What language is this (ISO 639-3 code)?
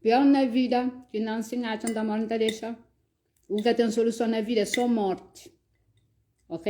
kea